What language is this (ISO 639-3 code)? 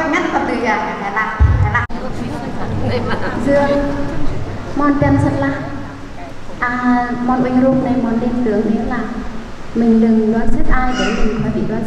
cmo